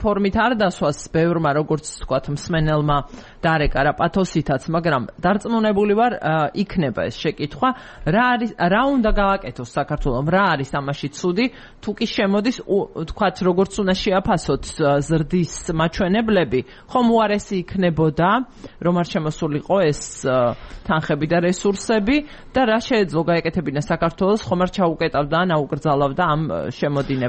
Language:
Georgian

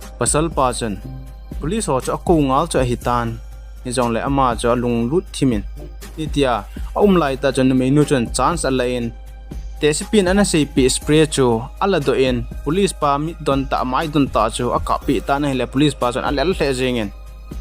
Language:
Thado Chin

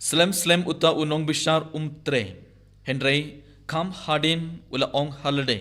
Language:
Khasi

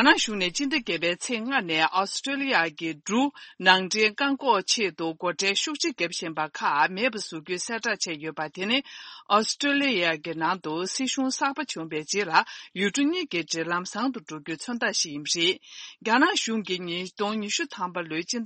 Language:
Tibetan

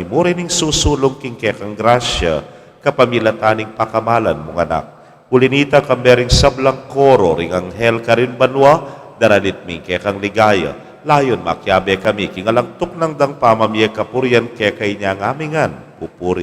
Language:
Pampanga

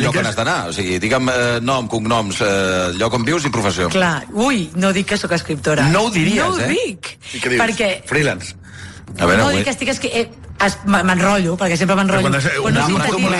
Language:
Catalan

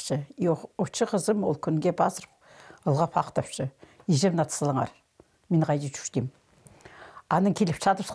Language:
Khakas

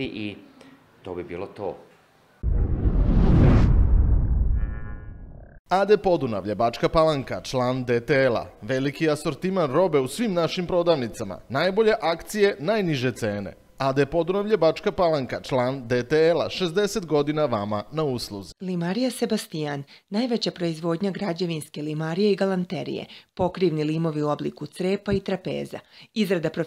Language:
Serbian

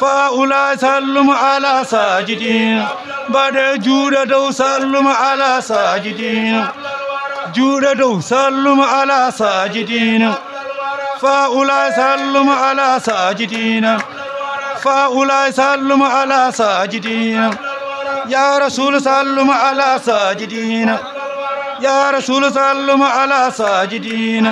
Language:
Fula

